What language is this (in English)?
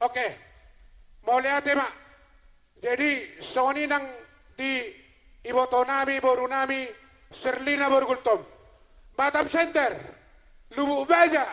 Batak Toba